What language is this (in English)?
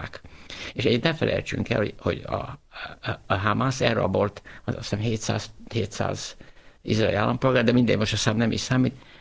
Hungarian